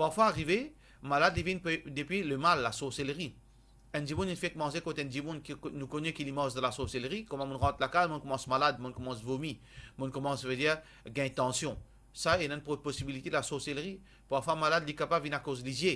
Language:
Morisyen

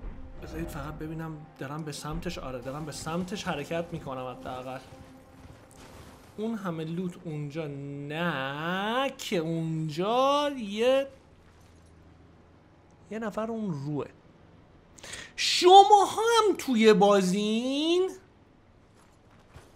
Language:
Persian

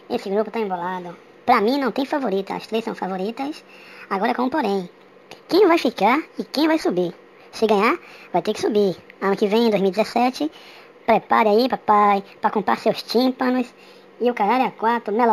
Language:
Portuguese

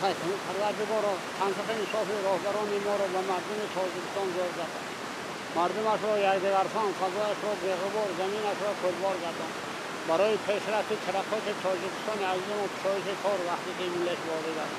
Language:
Tajik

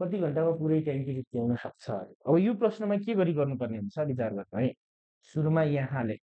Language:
Nepali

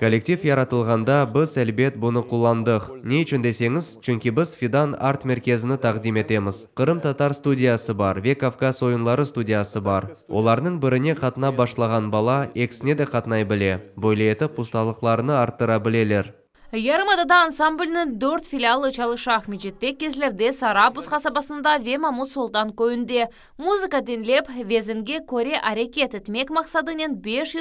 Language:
Crimean Tatar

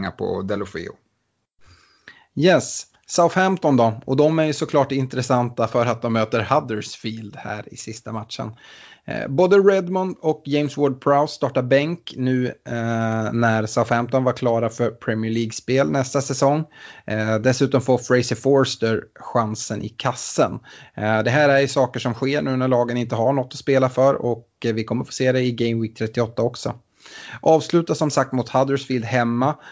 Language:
Swedish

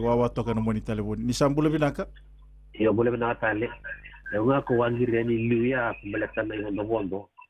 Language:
Fijian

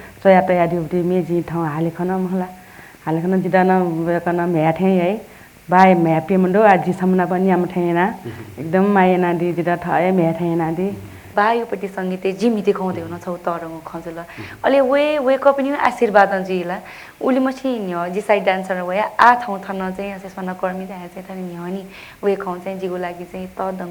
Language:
Newari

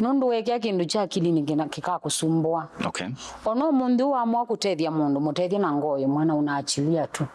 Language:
Kamba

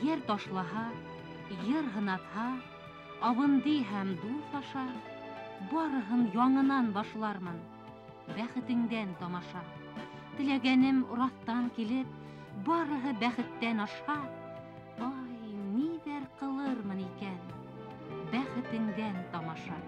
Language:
Bashkir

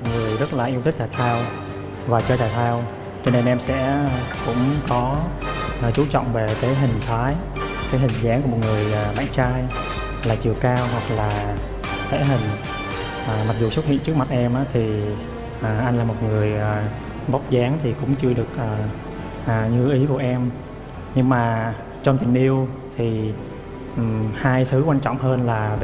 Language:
Vietnamese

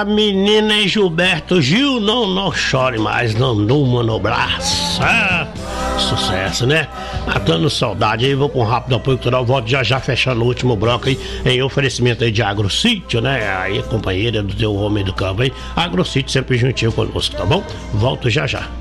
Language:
Portuguese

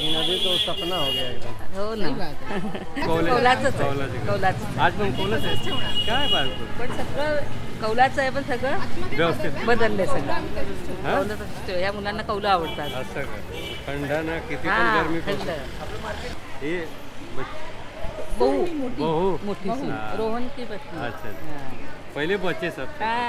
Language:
Marathi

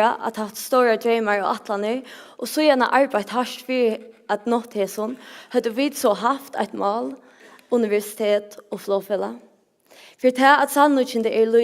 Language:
Faroese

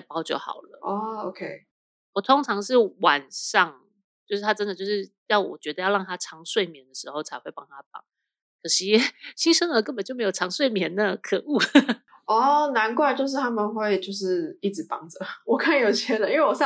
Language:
Chinese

